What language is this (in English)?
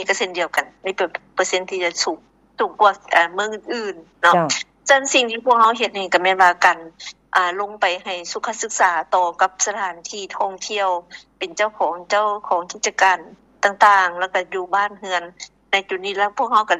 Lao